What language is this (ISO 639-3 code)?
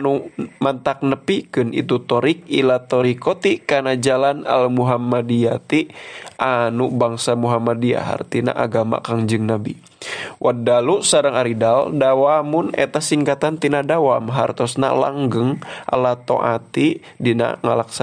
sun